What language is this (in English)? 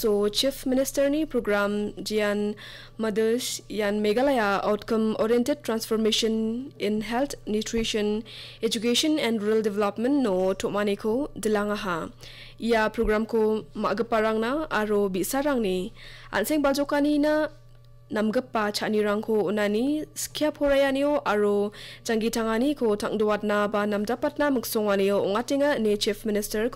Garo